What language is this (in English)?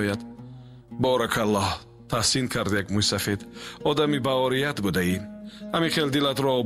Tajik